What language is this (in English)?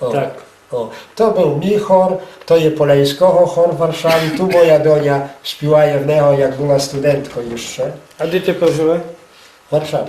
Rusyn